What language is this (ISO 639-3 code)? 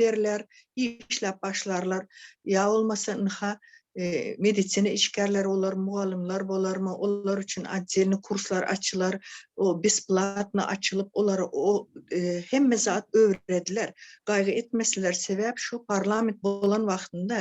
tuk